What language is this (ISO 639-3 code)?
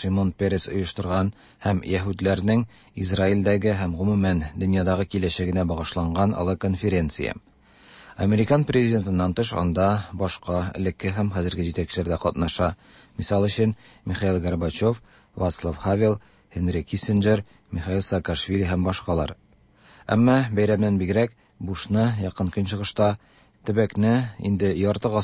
tat